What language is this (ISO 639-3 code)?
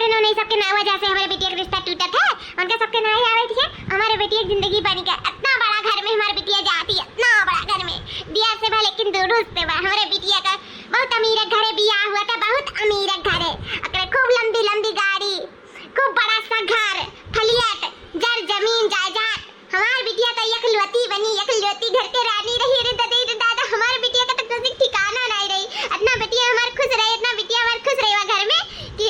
awa